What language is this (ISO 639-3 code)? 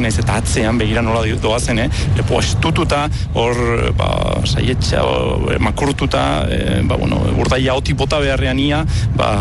eus